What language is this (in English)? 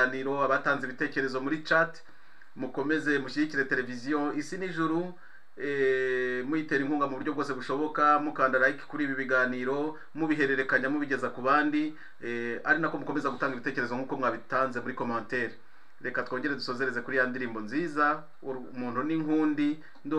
Kinyarwanda